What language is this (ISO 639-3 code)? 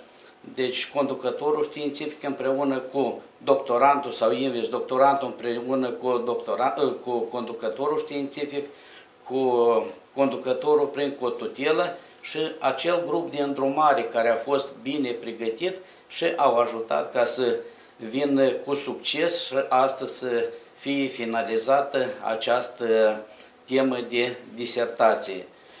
ron